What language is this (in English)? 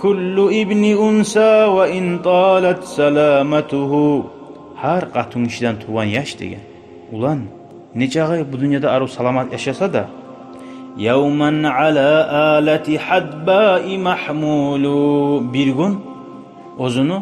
Kumyk